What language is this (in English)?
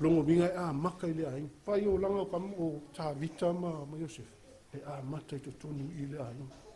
Samoan